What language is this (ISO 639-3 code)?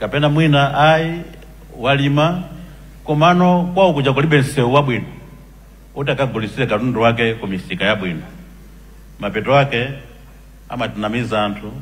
nya